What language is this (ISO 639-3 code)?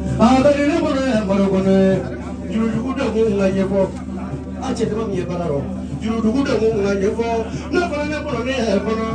bam